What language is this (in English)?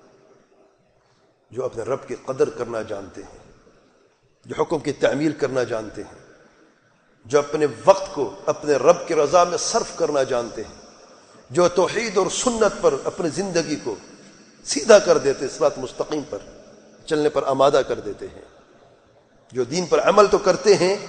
Urdu